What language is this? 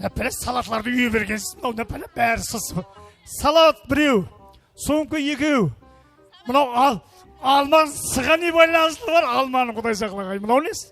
Kara-Kalpak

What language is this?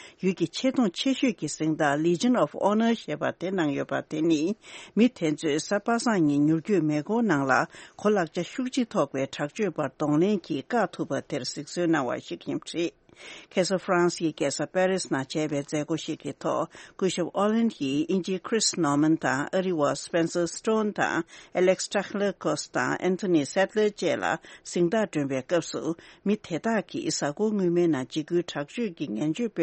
Tibetan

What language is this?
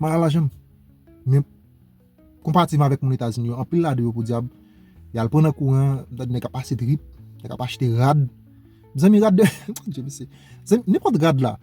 Haitian Creole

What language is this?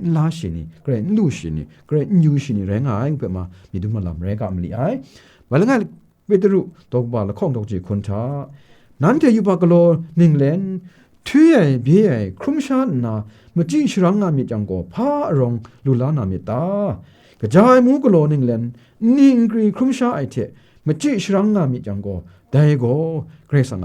Kachin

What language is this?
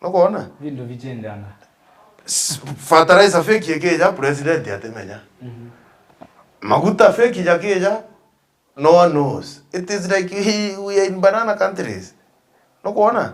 Meru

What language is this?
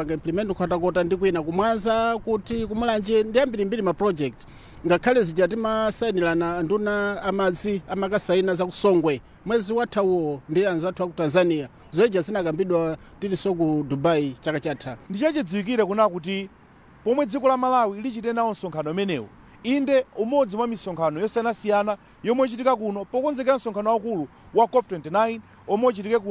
Nyanja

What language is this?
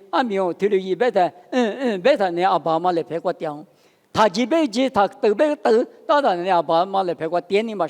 Lisu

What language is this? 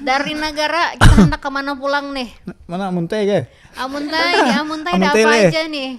Banjar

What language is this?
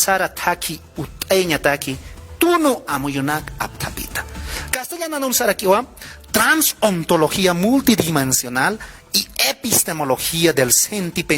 Aymara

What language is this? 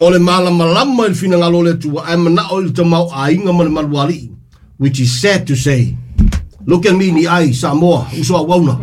Samoan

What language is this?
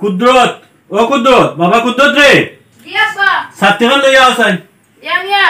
Sylheti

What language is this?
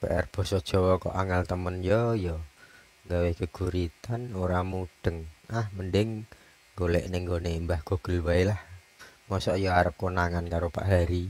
Javanese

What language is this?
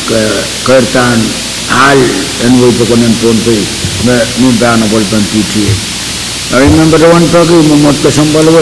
Pohnpeian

